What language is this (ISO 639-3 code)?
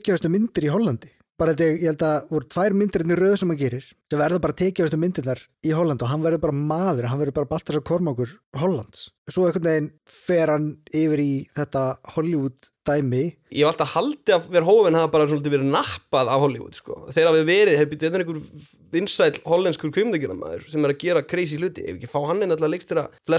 isl